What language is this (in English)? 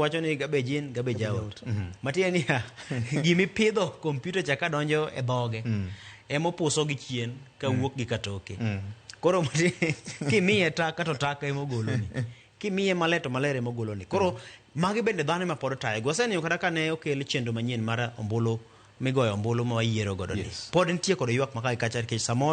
Luo (Kenya and Tanzania)